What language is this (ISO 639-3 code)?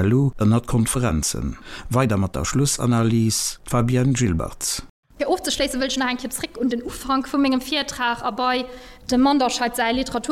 ltz